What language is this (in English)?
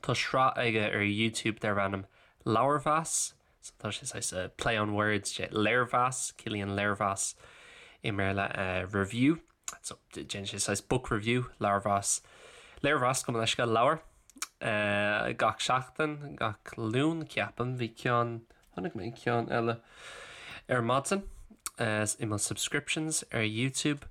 Irish